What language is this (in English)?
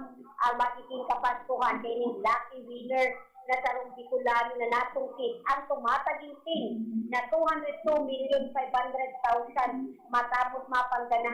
Bikol